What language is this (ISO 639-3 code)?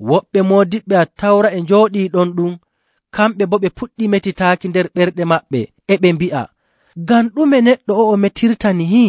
fuv